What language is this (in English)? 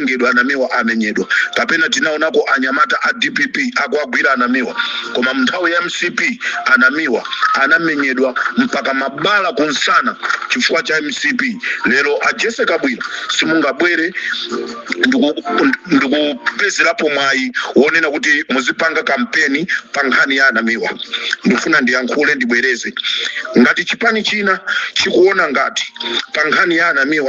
Nyanja